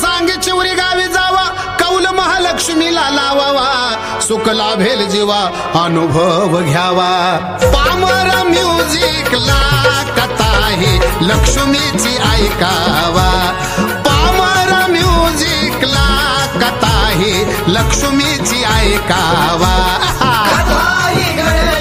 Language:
Marathi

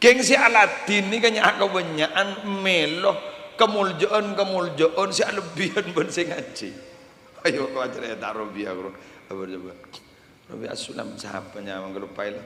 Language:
Madurese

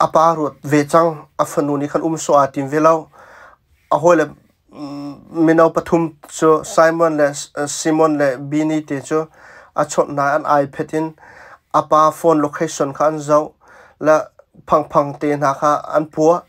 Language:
Hakha Chin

